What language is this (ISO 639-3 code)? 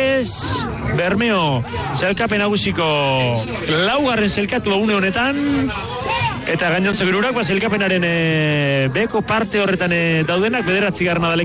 eus